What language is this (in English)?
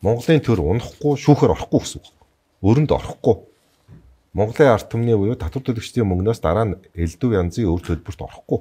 Mongolian